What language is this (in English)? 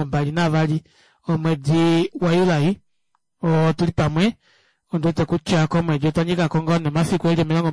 Kuanyama